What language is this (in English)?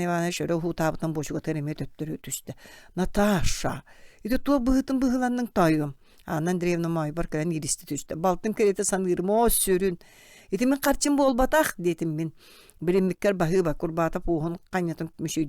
Yakut